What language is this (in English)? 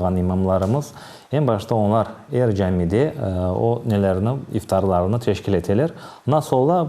Crimean Tatar